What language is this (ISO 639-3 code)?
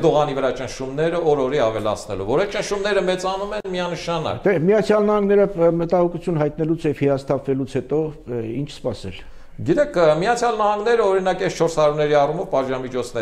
hye